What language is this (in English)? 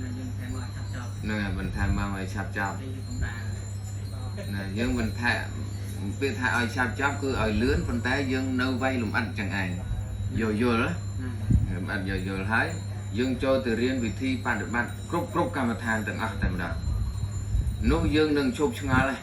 Khmer